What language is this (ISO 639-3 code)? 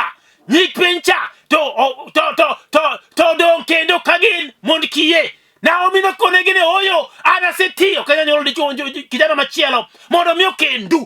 luo